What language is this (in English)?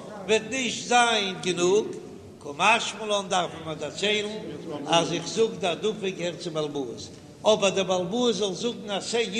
Yiddish